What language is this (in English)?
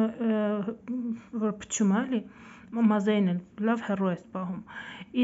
Armenian